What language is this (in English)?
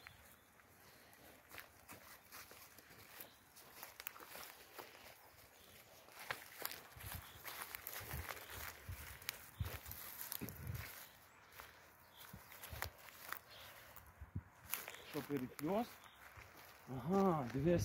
Ukrainian